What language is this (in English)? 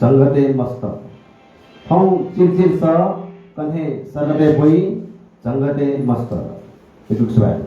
Newari